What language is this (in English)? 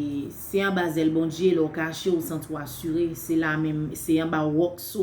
Haitian Creole